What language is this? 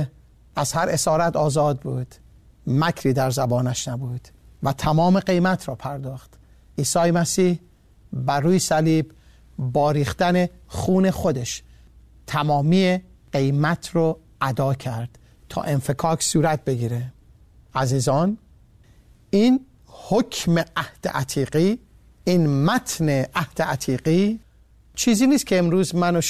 Persian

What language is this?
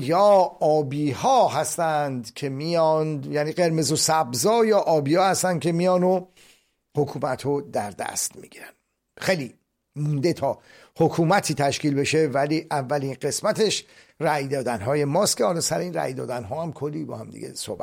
Persian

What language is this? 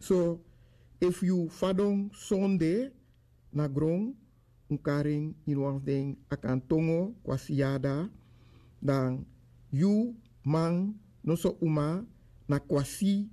Sranan Tongo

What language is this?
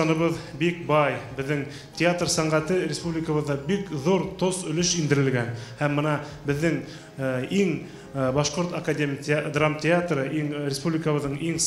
Bashkir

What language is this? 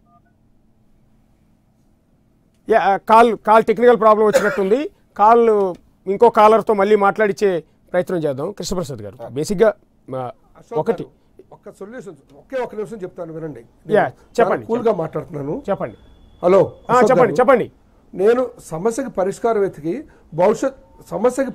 Telugu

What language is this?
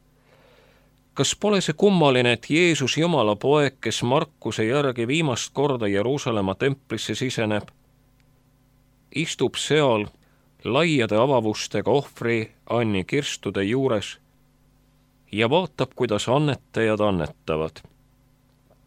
Estonian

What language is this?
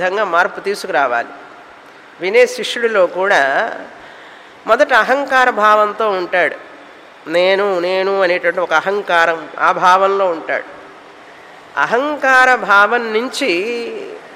Telugu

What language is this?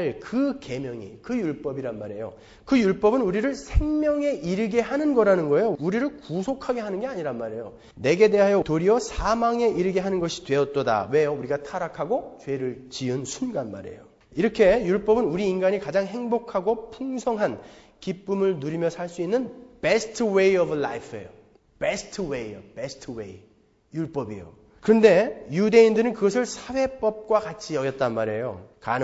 Korean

